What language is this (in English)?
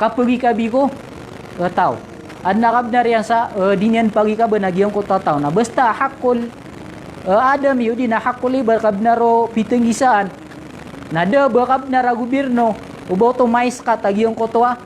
Maranao